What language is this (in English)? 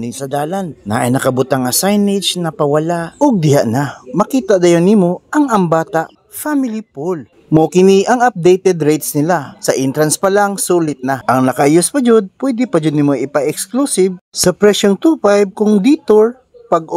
Cebuano